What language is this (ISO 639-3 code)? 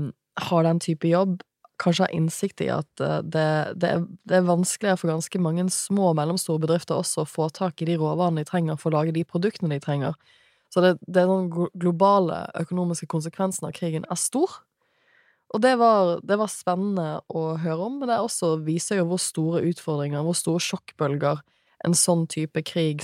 nor